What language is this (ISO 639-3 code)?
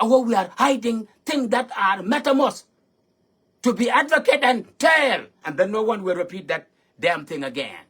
nus